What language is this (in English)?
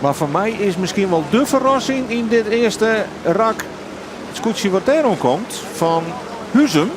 Western Frisian